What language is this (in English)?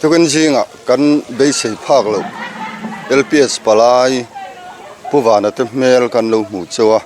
Mizo